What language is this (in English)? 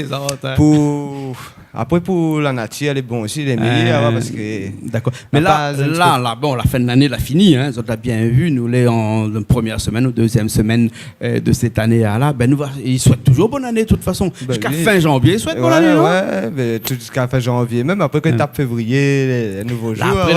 Réunion Creole French